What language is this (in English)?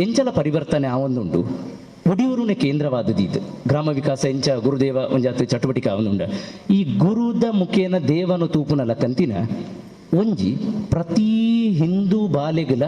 Tulu